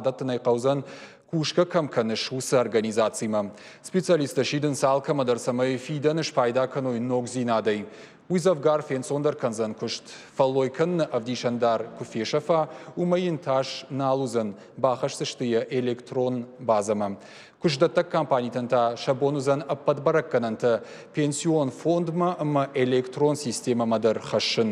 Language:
Ossetic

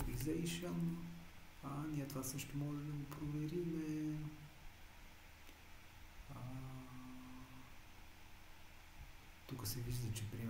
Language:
Bulgarian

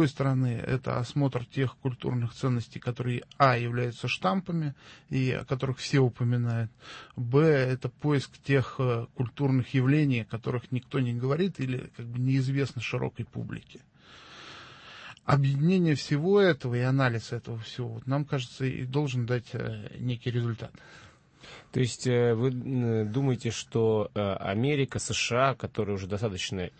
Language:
Russian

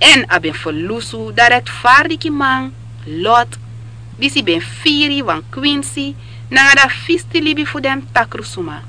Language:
Sranan Tongo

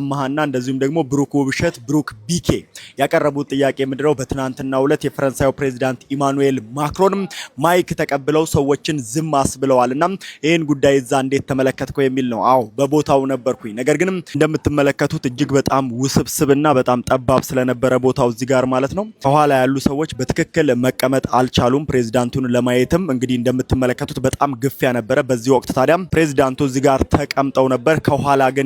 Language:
Amharic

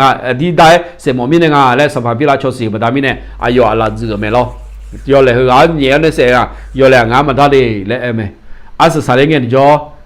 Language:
Akha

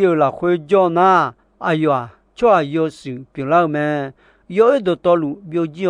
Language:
Akha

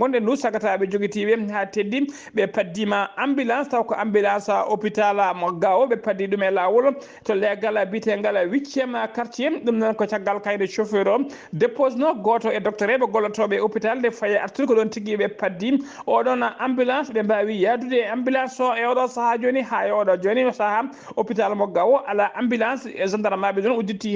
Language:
Fula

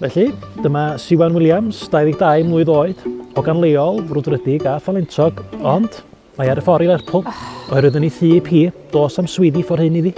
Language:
Welsh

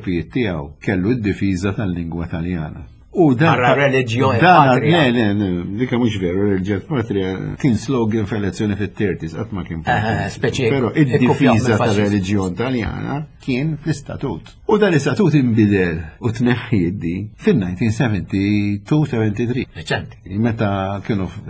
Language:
Maltese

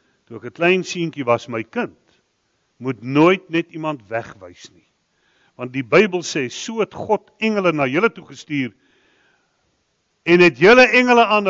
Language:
Afrikaans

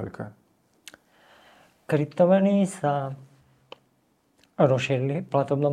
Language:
Slovak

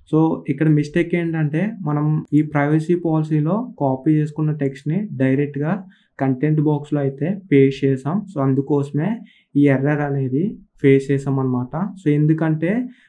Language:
Telugu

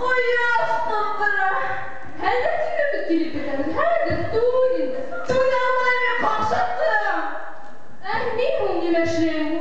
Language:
Bashkir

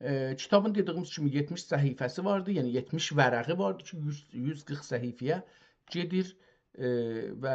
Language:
South Azerbaijani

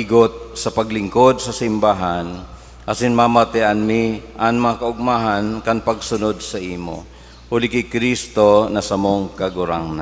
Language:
Bikol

